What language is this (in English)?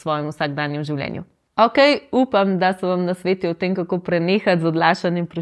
Slovenian